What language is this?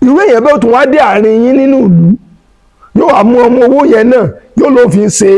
Yoruba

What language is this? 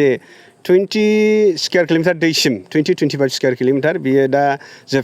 Bodo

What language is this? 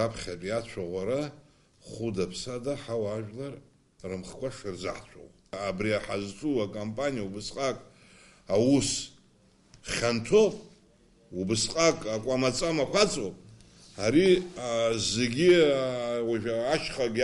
Abkhazian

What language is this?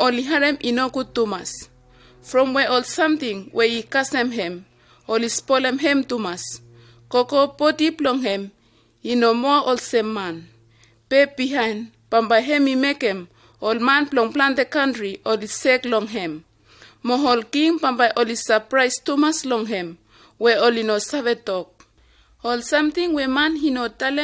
Bislama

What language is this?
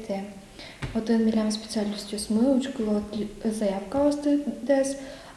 Udmurt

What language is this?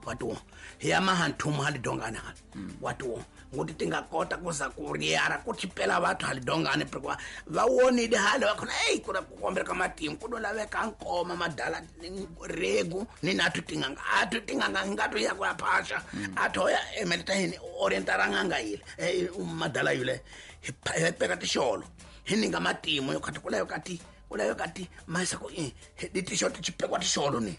Tsonga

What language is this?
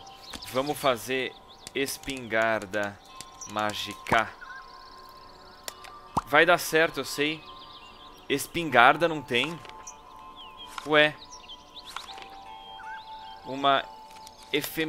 Portuguese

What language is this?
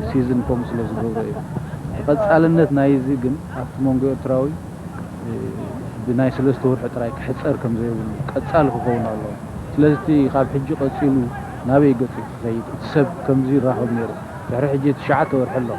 Tigrinya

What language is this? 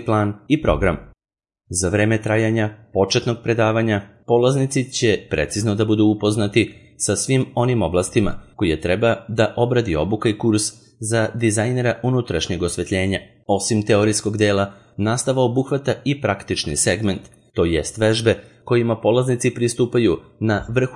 Serbian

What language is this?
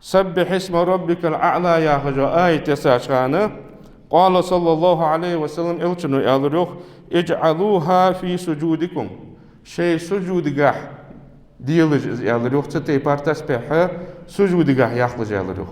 Ingush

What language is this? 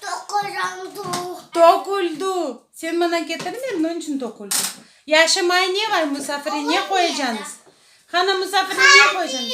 Crimean Tatar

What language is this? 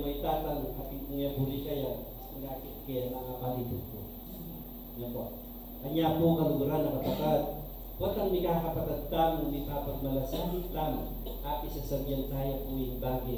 Pampanga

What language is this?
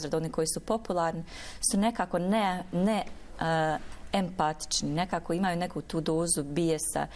Bosnian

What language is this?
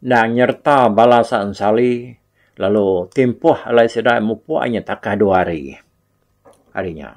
Iban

